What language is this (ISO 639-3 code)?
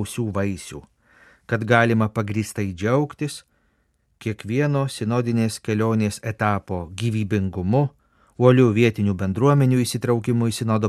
lit